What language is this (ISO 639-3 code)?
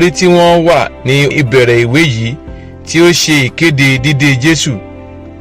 yor